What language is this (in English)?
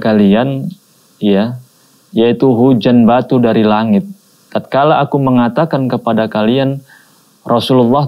Indonesian